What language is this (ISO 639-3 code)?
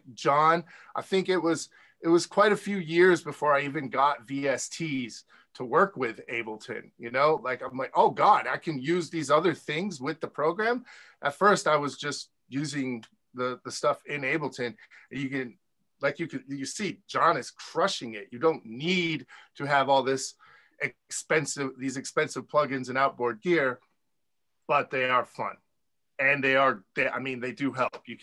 eng